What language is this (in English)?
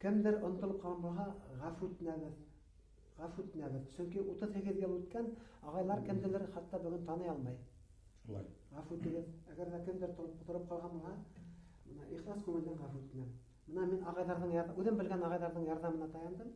Bashkir